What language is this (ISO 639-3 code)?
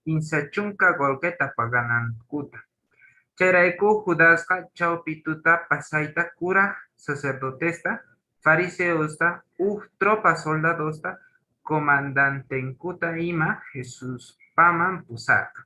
que